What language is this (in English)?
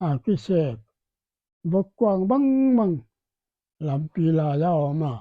Paite Chin